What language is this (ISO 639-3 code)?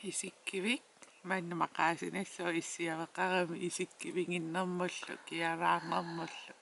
kal